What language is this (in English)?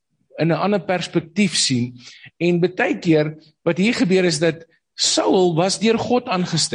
Afrikaans